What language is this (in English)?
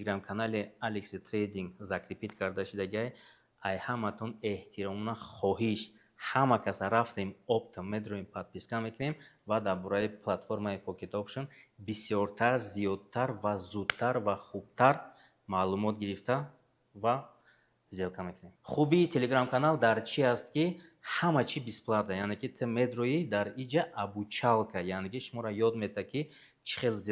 Tajik